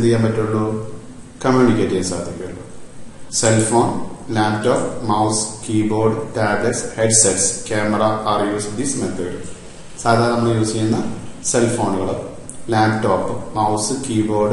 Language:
Malayalam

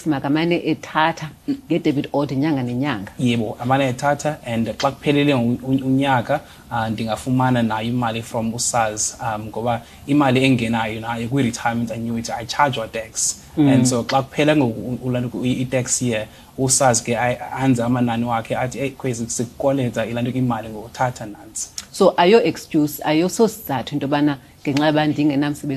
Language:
Xhosa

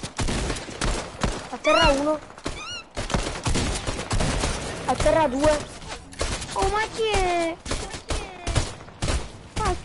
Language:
Italian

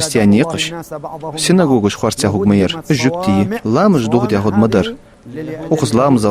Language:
Ingush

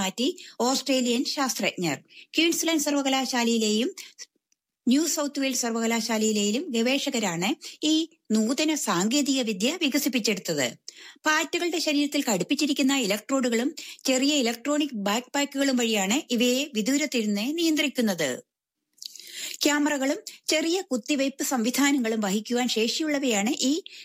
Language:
Malayalam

